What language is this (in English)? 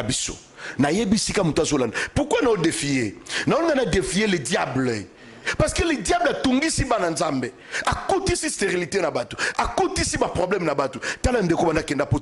Lingala